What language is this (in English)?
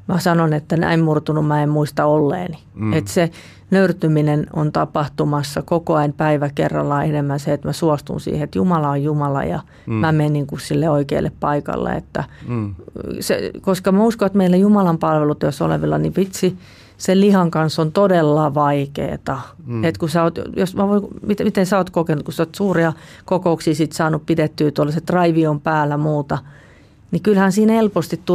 Finnish